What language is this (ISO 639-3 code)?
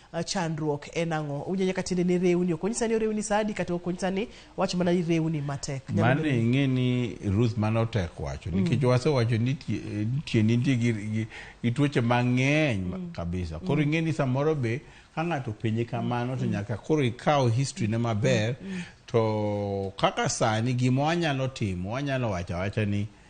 luo